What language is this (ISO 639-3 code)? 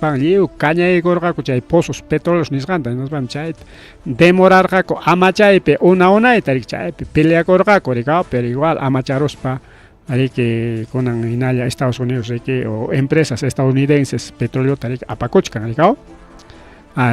quy